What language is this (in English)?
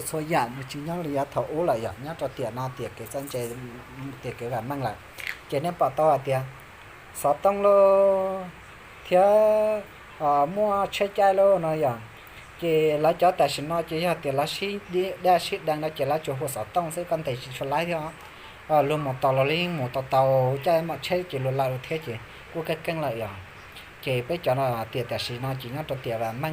Hmong